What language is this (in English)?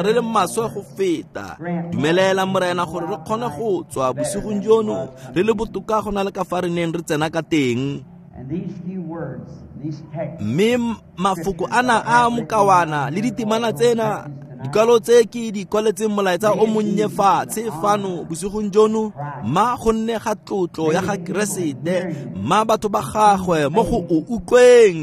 Tswana